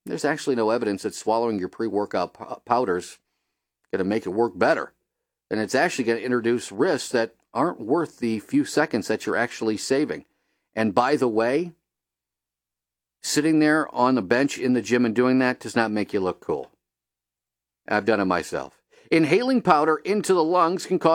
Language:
English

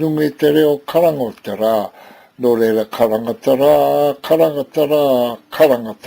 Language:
Māori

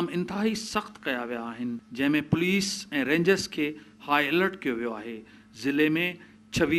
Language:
Sindhi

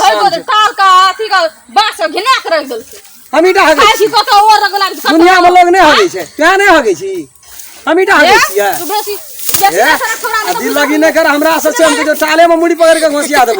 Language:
Maithili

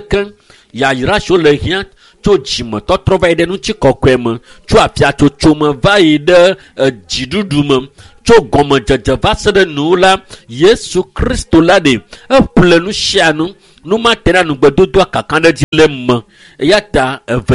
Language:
Ewe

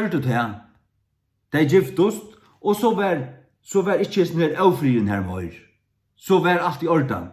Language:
Faroese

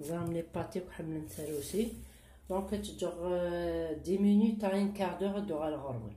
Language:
Kabyle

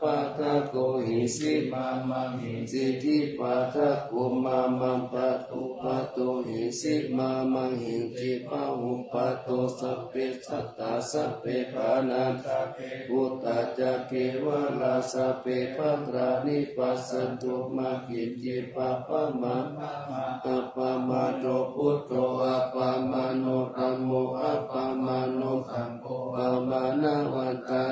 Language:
Pali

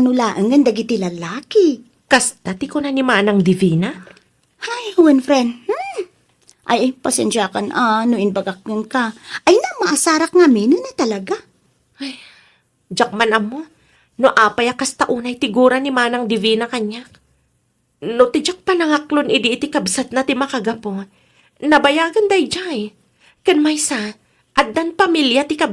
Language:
Iloko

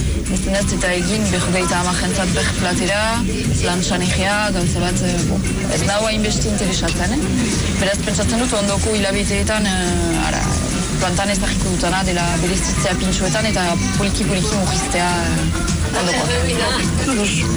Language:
Basque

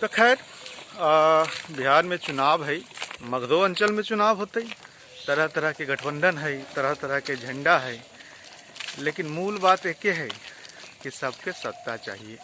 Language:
Magahi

